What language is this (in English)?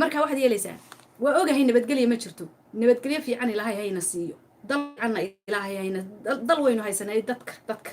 Somali